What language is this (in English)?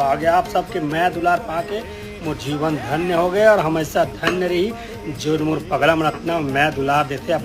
Chhattisgarhi